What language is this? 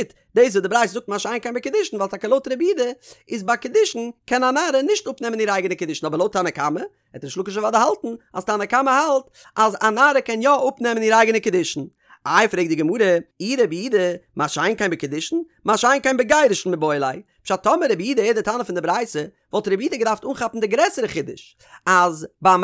Yiddish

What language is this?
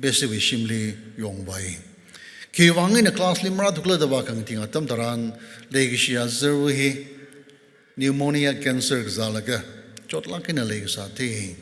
Tangkhul Naga (India)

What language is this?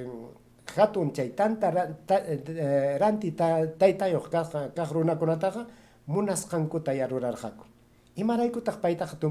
Ayacucho Quechua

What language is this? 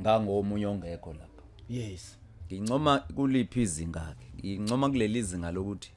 Zulu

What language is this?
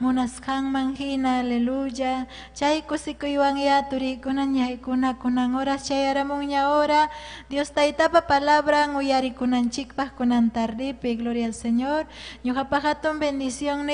Ayacucho Quechua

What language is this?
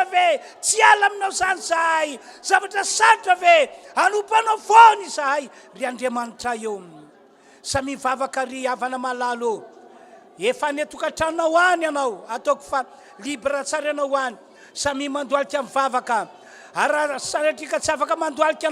Malagasy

